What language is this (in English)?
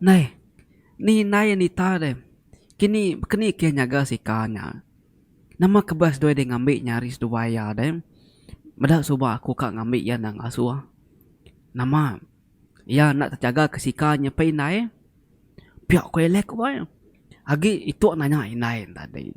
Iban